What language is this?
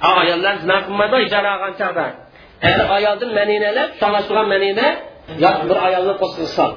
Uyghur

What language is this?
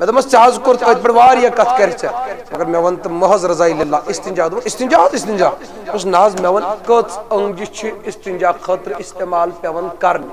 Kashmiri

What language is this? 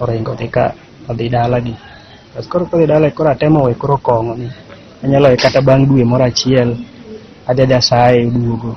Luo (Kenya and Tanzania)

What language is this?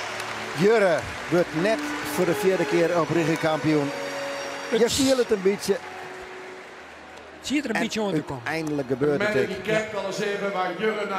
Western Frisian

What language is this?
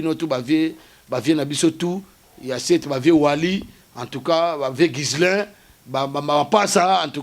Lingala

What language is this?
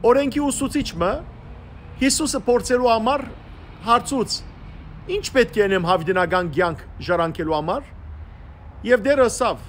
Western Armenian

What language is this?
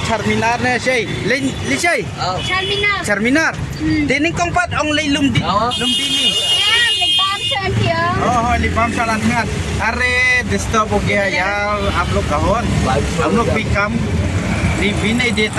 Khasi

